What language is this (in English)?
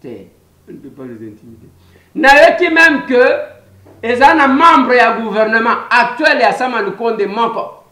Lingala